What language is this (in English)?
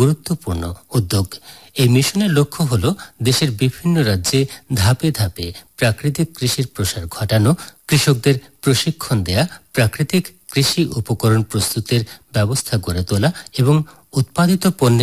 Bangla